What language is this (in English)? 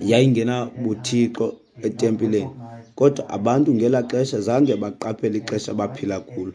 Xhosa